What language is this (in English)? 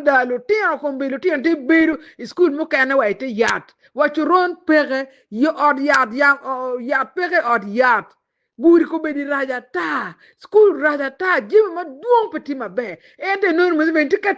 Acoli